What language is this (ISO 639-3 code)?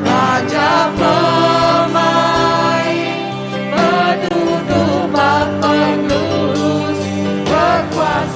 iba